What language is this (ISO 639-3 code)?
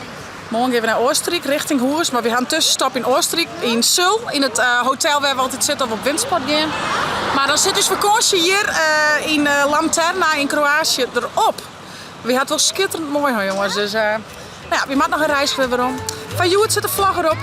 fry